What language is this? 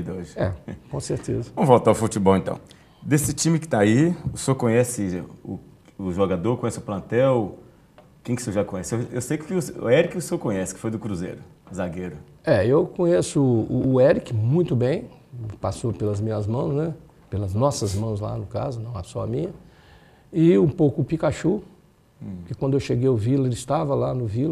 Portuguese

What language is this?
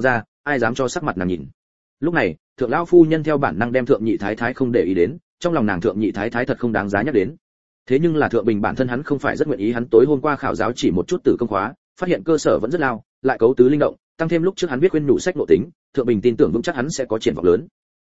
Vietnamese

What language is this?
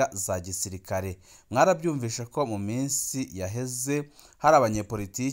Rundi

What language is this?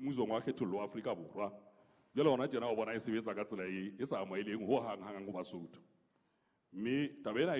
Southern Sotho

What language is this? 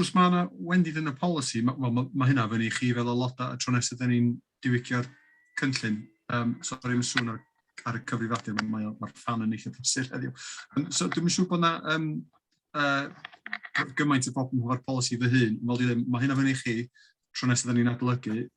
Welsh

